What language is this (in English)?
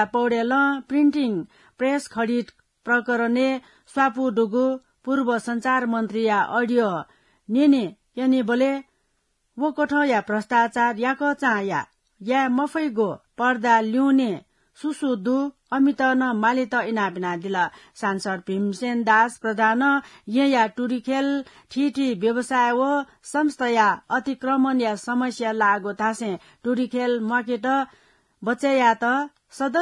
Newari